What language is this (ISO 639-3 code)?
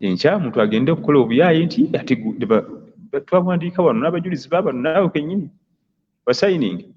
lug